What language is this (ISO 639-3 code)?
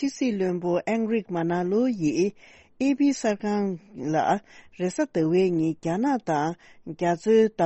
bod